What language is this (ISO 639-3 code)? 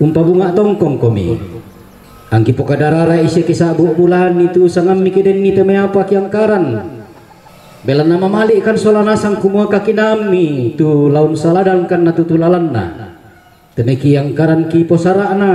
sda